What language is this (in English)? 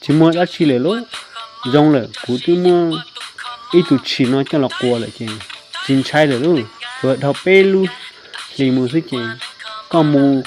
Hmong